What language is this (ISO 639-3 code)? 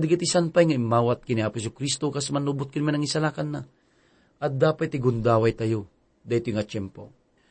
ilo